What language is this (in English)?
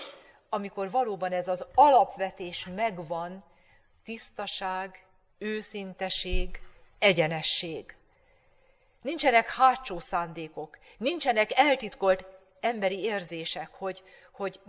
Hungarian